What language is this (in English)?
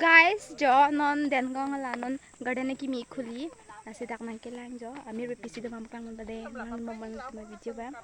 Karbi